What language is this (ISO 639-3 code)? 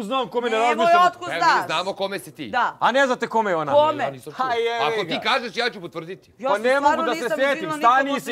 bos